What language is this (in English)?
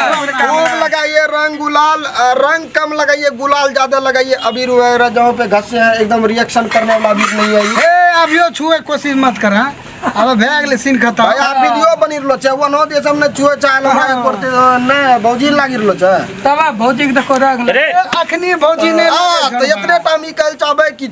Maithili